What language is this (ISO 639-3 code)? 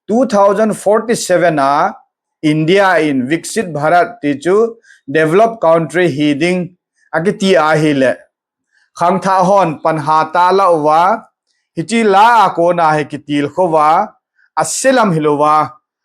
tcz